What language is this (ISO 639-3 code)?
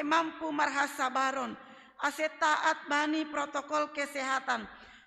bts